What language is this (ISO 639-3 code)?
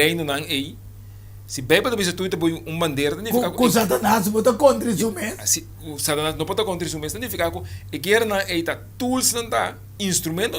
pap